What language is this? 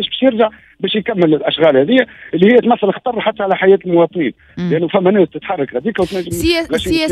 Tunisian Arabic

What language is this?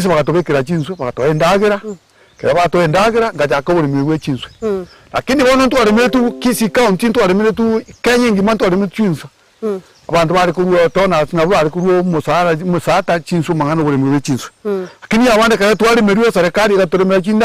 Gusii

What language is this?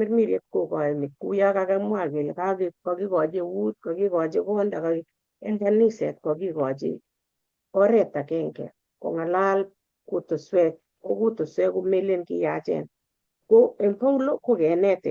Kalenjin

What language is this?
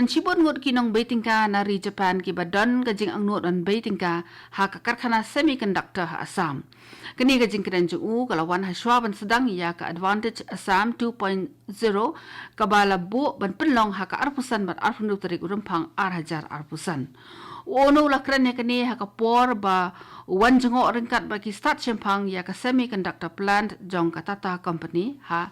Khasi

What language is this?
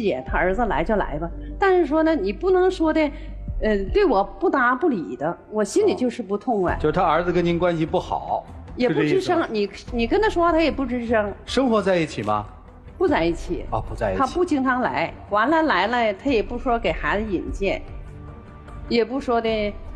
Chinese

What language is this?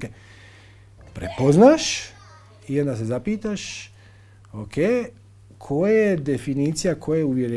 Croatian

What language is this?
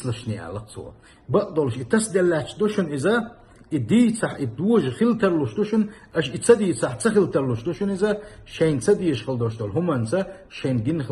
Chechen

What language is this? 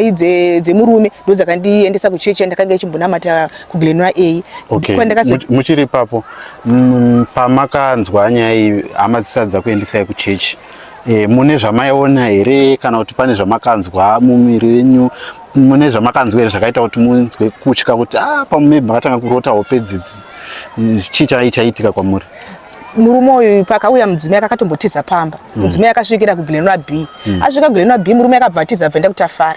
Shona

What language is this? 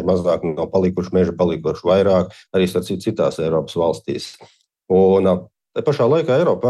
Latvian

